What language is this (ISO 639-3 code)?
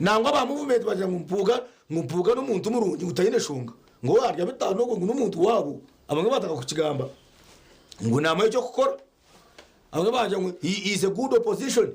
nyn